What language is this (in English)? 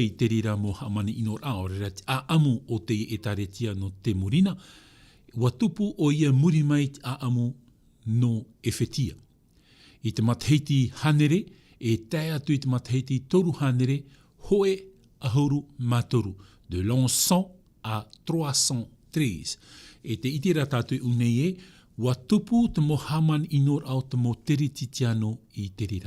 Tahitian